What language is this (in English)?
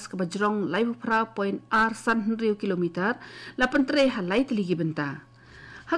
Khasi